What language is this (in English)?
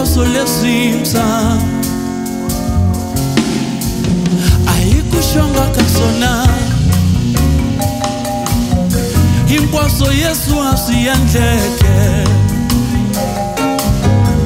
Tsonga